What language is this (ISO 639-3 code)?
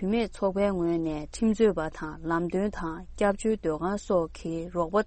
bod